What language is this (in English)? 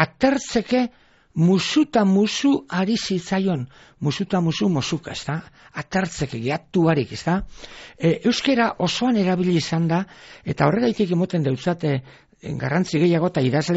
Basque